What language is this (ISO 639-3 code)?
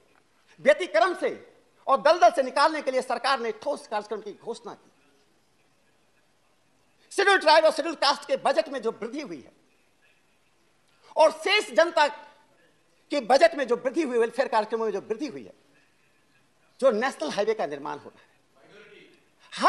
hin